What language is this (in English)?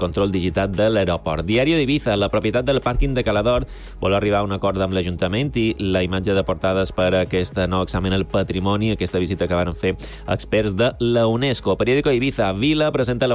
Catalan